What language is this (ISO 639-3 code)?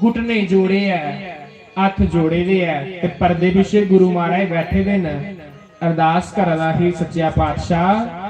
doi